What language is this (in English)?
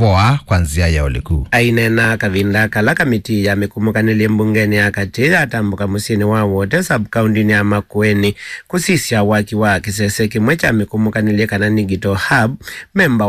Kamba